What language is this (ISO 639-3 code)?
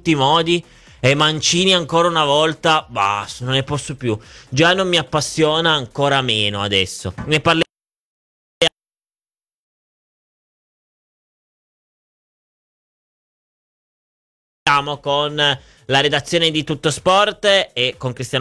ita